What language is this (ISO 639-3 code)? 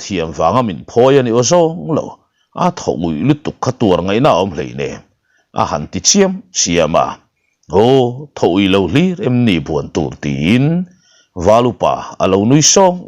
lus